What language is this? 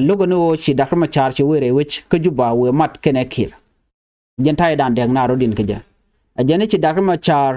Nuer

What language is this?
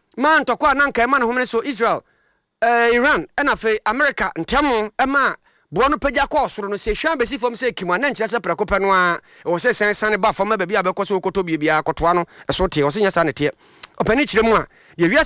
Akan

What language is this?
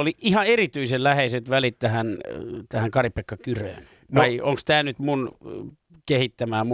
Finnish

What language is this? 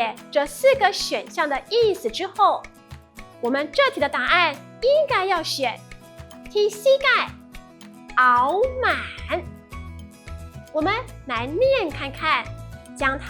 Hakka Chinese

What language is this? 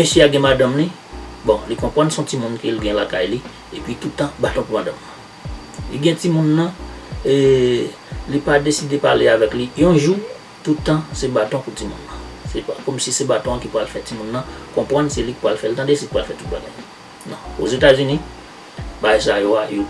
Haitian Creole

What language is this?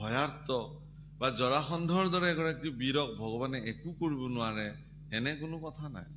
Assamese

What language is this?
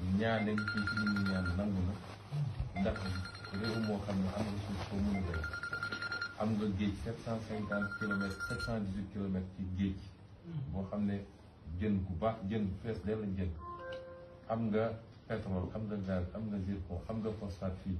Wolof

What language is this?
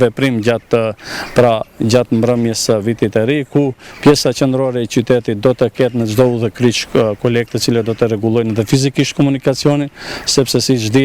Albanian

